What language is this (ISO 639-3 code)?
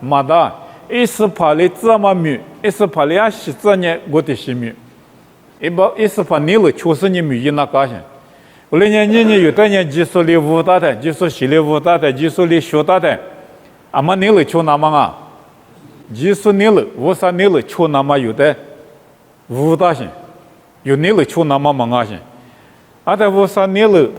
lis